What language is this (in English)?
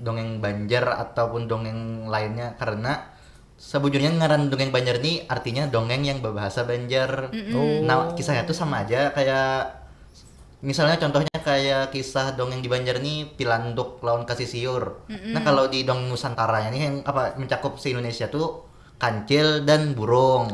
Banjar